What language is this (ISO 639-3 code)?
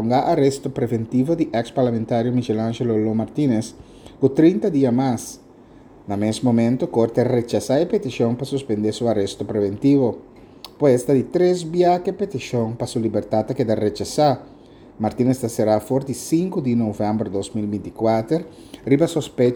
pap